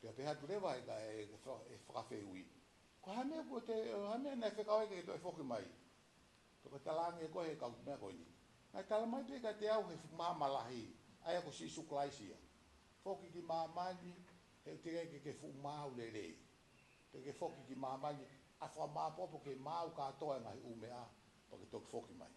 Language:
Tongan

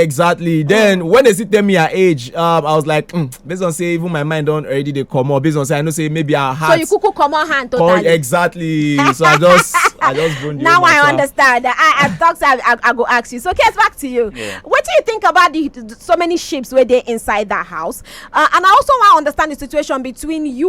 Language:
Nigerian Pidgin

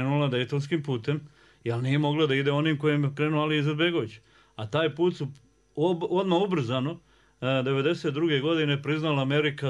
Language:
Bosnian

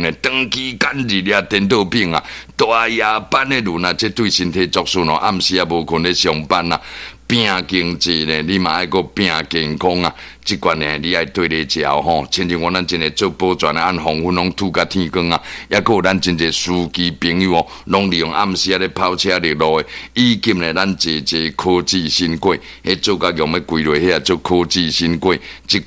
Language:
Min Nan Chinese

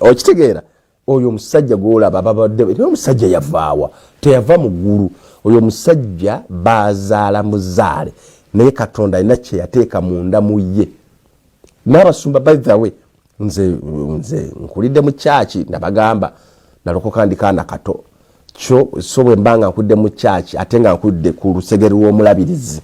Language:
Ganda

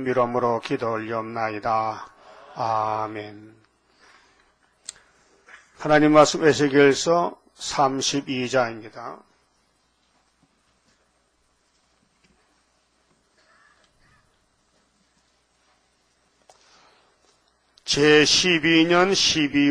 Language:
Korean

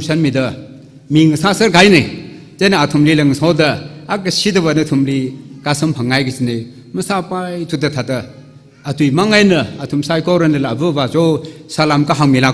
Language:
Tangkhul Naga (India)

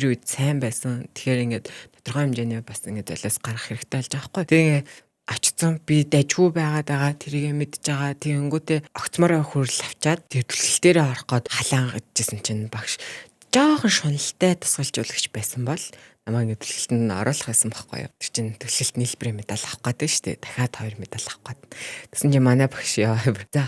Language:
Mongolian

